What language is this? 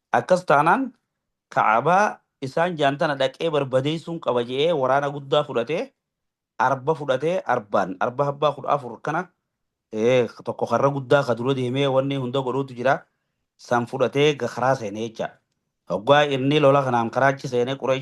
Oromo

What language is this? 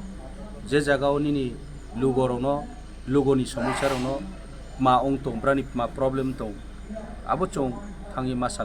Kok Borok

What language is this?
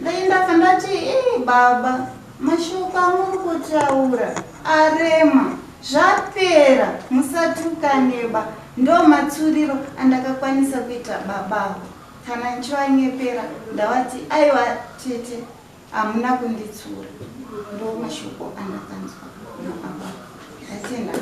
Shona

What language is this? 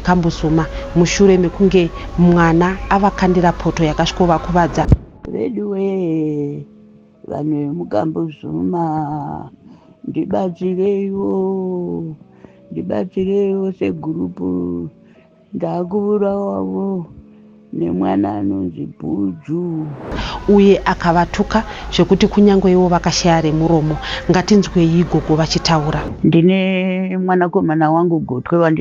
Shona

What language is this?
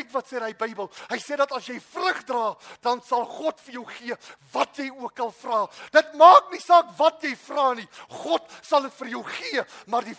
Afrikaans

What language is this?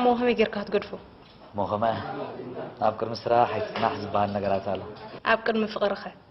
Tigrinya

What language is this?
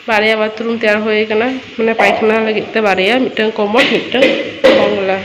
Santali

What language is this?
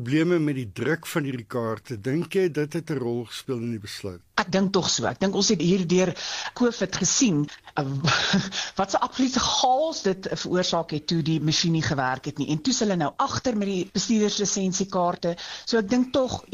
Afrikaans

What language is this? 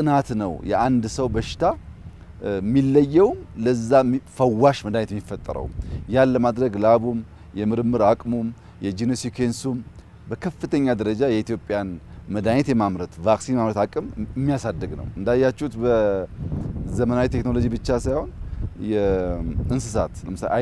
Amharic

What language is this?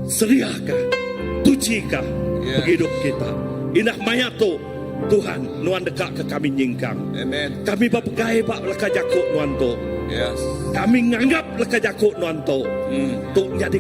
Iban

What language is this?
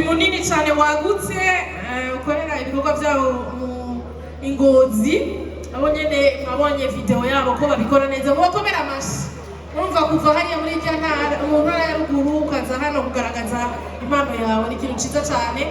Rundi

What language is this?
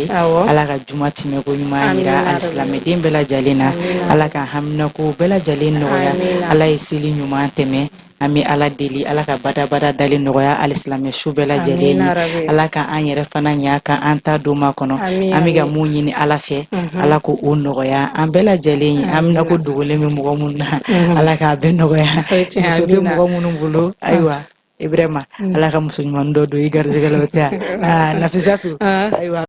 Bambara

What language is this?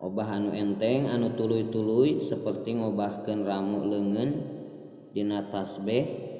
Sundanese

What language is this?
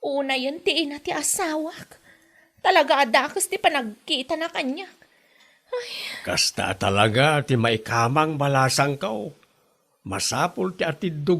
Iloko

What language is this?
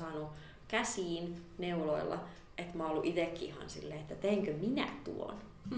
Finnish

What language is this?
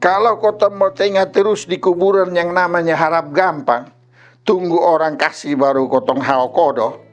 Kupang Malay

